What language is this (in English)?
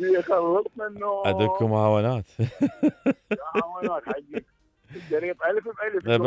Mesopotamian Arabic